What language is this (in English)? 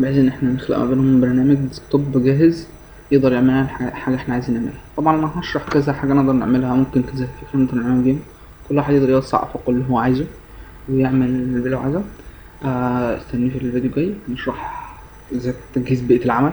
Egyptian Arabic